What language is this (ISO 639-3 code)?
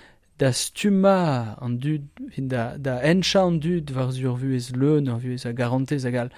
bre